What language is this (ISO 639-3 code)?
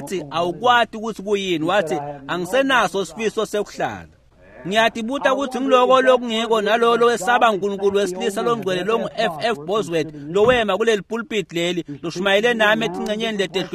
ssw